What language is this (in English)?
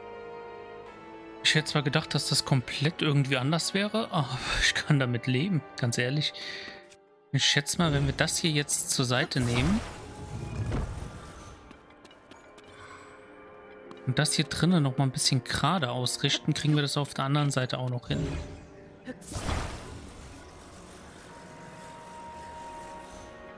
German